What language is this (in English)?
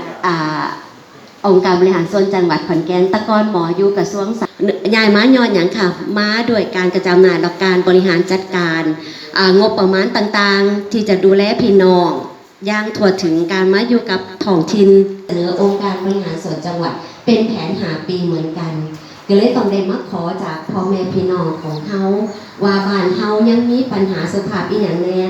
Northeastern Thai